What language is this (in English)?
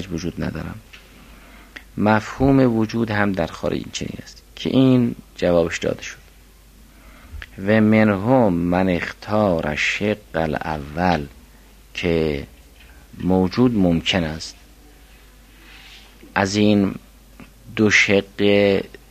Persian